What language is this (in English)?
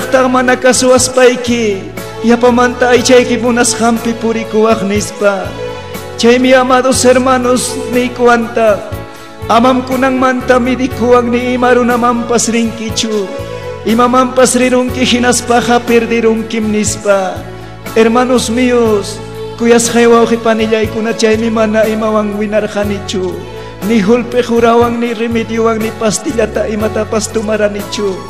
Ayacucho Quechua